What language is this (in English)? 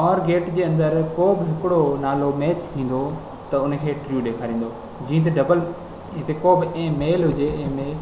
Sindhi